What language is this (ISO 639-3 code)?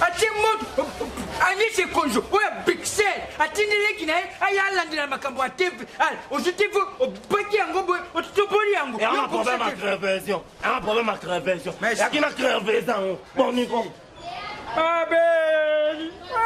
lin